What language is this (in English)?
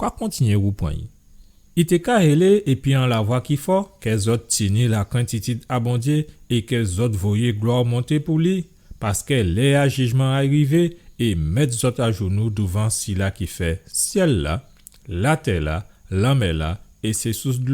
Guadeloupean Creole French